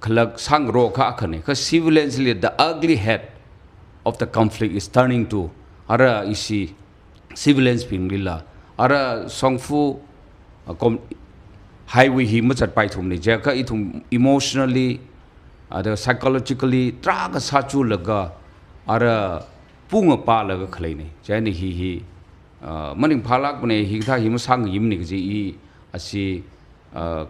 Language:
Tangkhul Naga (India)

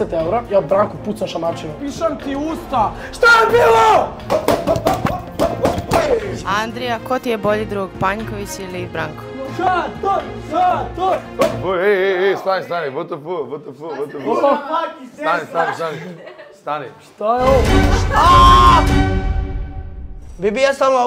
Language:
Serbian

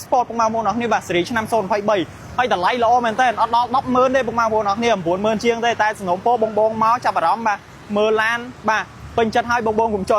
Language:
Khmer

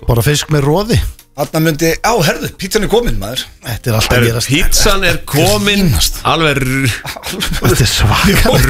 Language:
Icelandic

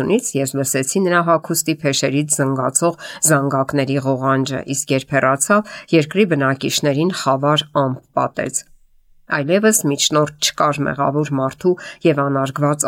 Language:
Armenian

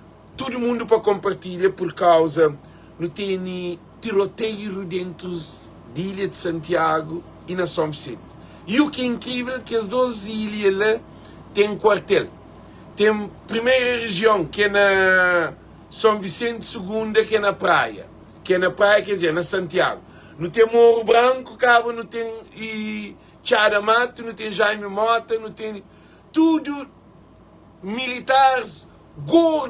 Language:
Kabuverdianu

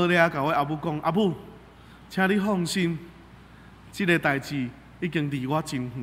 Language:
Min Nan Chinese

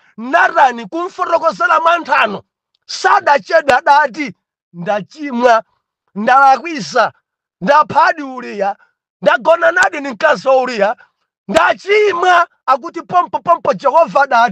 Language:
Nyanja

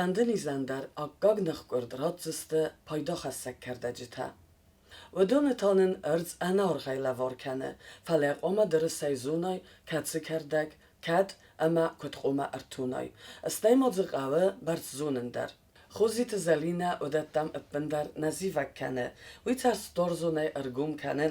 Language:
Ossetic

